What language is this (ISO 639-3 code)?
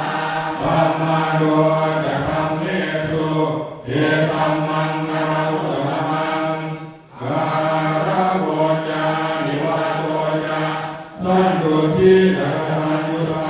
pli